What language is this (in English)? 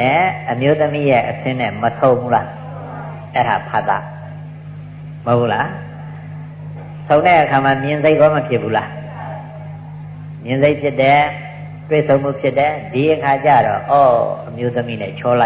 Burmese